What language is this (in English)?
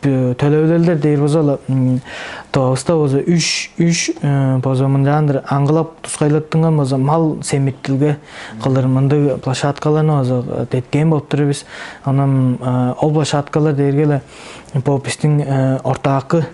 Tuvinian